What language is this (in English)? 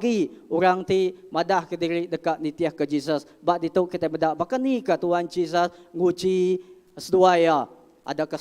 Iban